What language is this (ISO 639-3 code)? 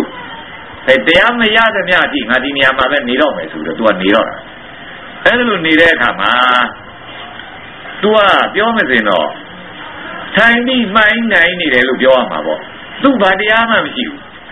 mya